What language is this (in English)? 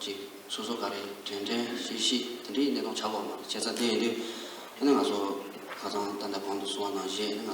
Tibetan